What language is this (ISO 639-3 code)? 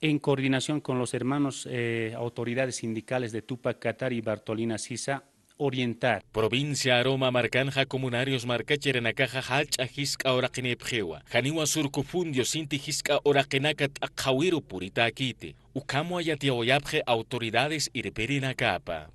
aym